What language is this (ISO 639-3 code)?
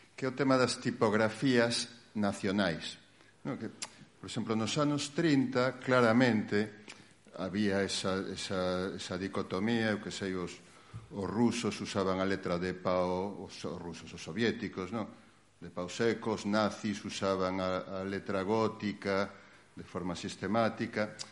glg